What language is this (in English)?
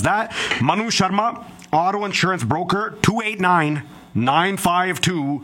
Punjabi